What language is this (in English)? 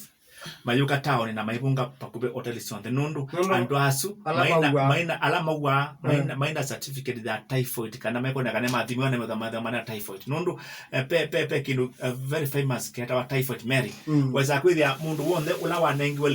Kamba